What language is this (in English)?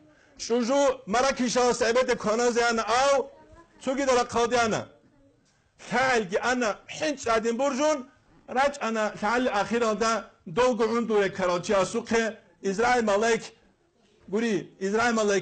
Avaric